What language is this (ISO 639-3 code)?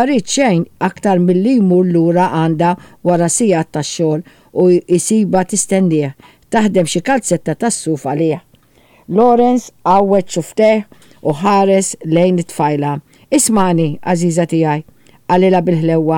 mlt